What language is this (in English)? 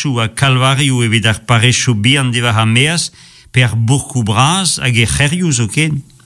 Breton